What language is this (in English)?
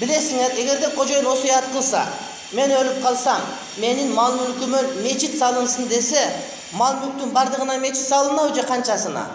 Kyrgyz